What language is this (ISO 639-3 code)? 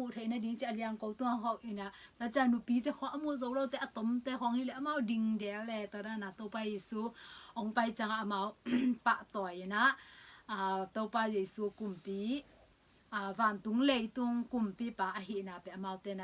ctd